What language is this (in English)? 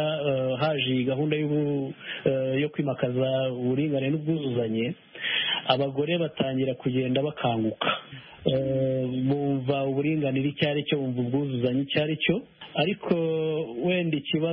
Kinyarwanda